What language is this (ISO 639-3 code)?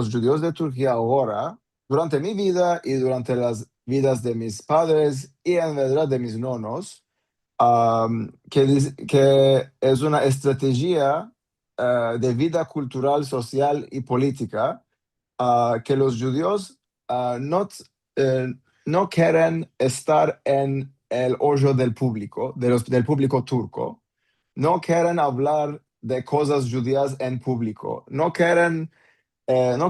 lad